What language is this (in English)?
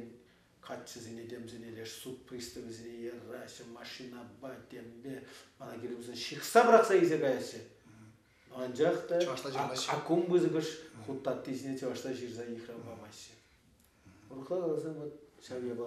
Chuvash